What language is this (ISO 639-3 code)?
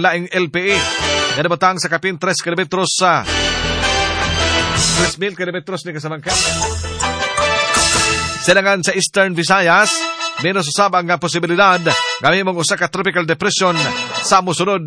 ceb